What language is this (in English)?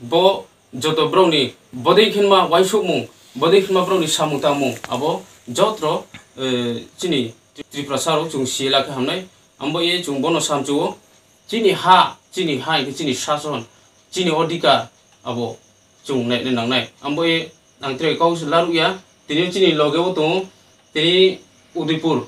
Riang (India)